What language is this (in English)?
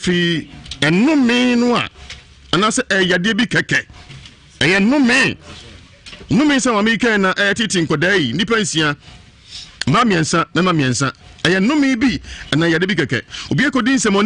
Akan